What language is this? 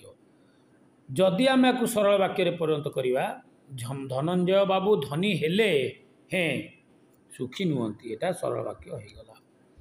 Odia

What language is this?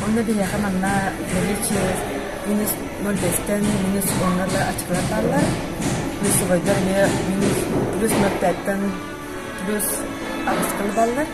Yakut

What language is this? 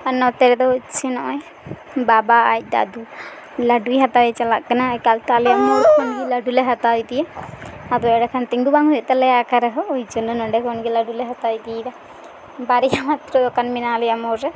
Santali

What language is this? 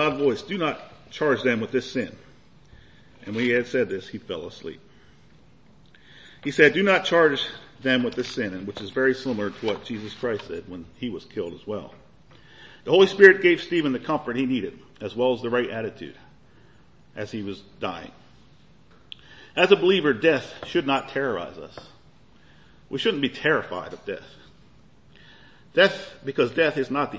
English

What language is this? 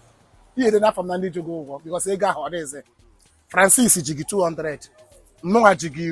Igbo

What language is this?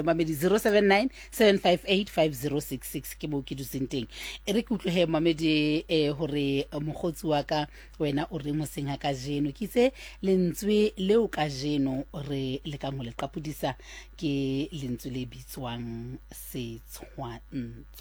Southern Sotho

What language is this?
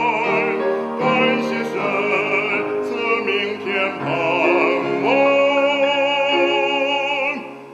Chinese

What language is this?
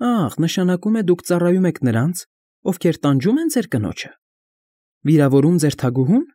Armenian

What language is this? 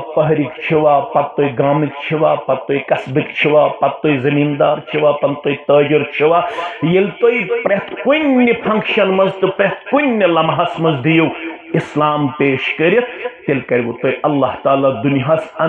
Kashmiri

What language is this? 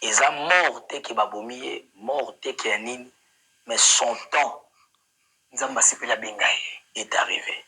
Lingala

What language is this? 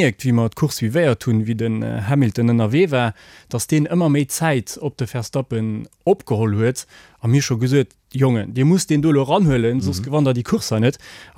Luxembourgish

